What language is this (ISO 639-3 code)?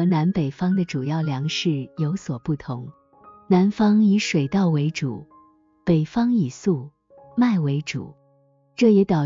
zho